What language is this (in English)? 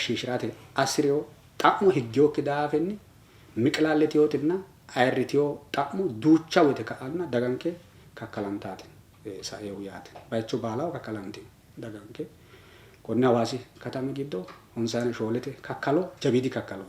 Sidamo